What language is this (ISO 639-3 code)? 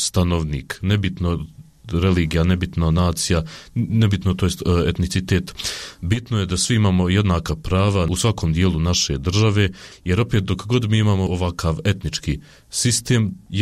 bos